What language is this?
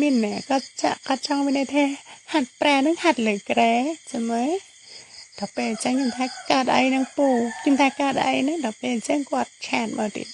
Khmer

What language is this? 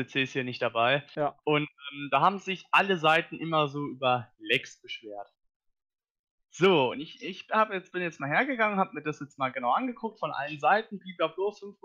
German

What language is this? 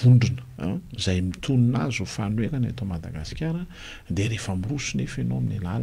Malagasy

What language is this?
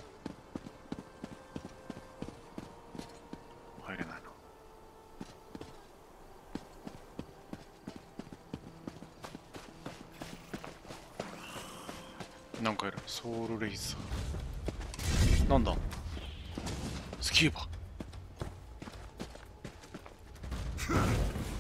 Japanese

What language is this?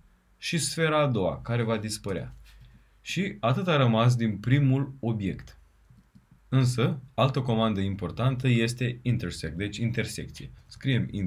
Romanian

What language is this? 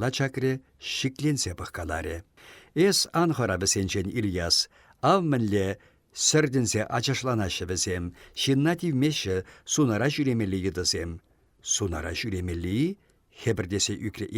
Chuvash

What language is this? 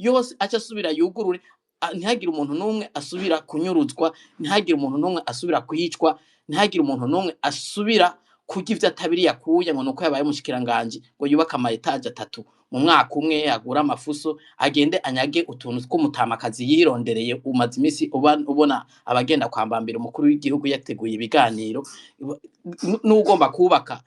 Rundi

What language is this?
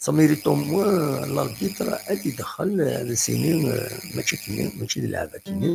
Kabyle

